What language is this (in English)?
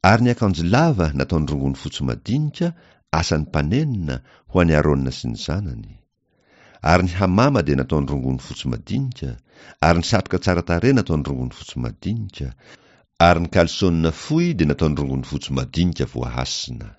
Malagasy